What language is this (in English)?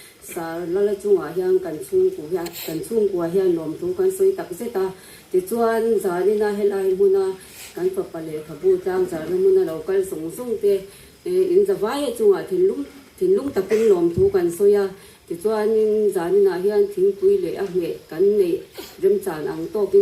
Mizo